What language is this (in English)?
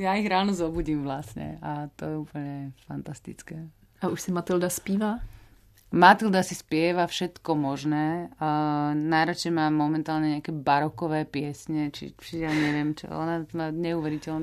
Slovak